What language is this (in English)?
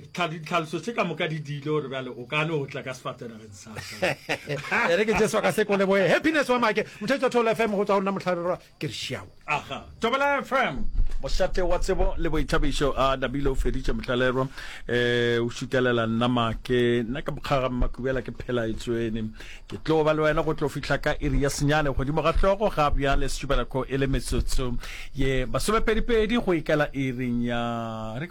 Northern Sotho